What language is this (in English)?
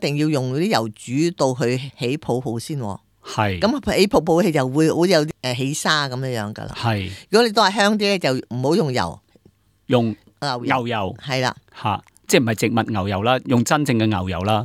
Cantonese